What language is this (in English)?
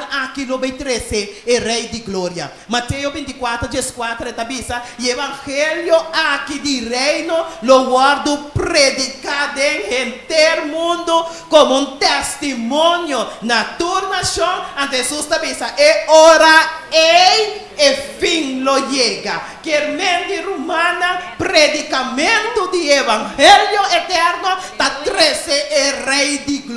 Papiamento